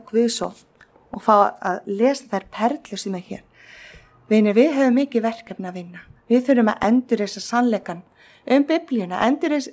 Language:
Icelandic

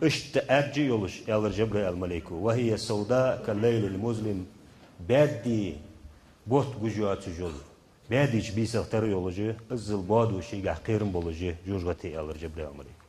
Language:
Ingush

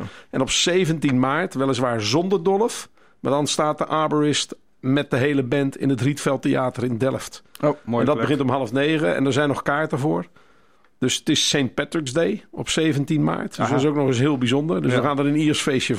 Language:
Dutch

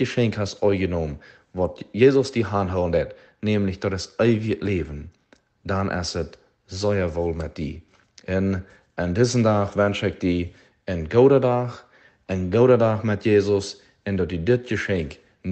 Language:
Plautdietsch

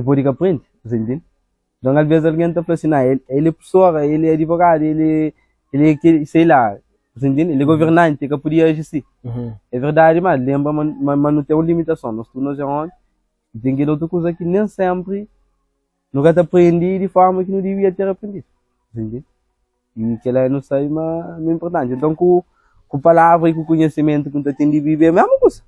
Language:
Kabuverdianu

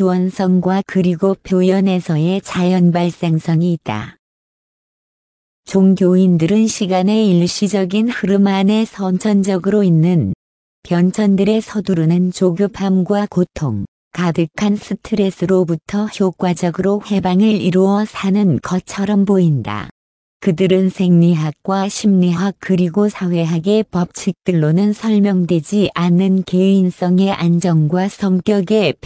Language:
Korean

